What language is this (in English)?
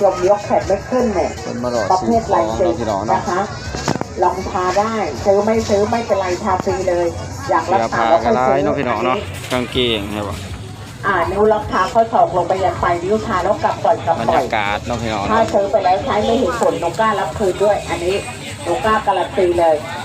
Northeastern Thai